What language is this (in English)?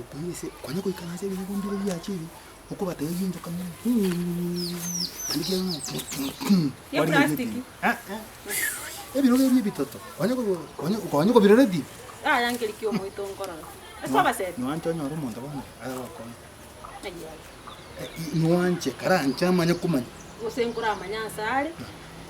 Gusii